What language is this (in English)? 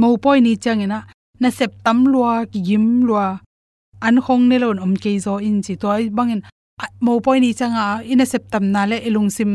Tedim Chin